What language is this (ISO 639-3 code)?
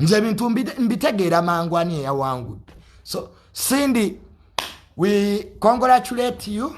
lug